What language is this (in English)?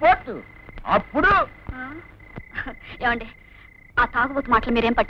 Telugu